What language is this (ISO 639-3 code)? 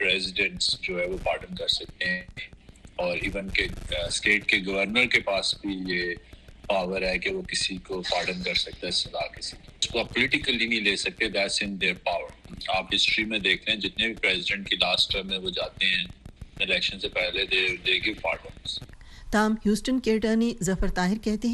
urd